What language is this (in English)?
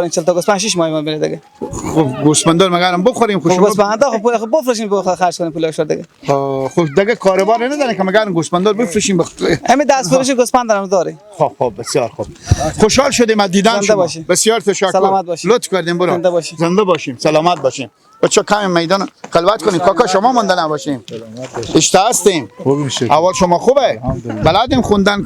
Persian